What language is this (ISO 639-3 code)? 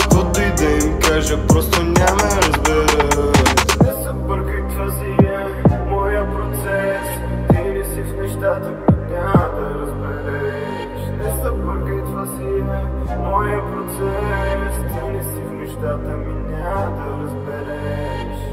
bul